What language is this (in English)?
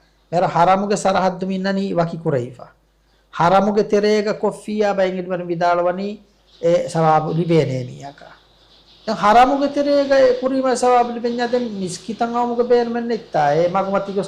Divehi